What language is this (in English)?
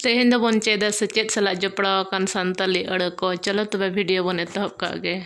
Santali